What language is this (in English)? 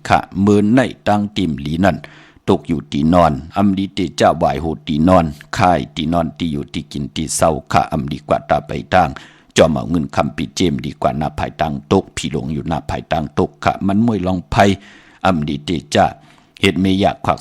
Shan